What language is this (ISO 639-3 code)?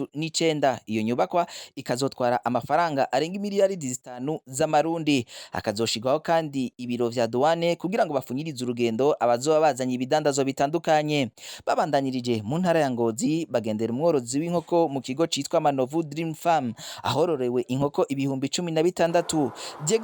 run